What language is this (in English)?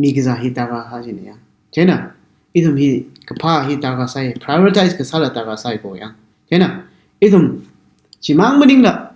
Tangkhul Naga (India)